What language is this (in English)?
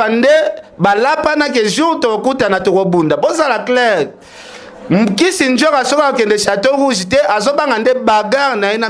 Lingala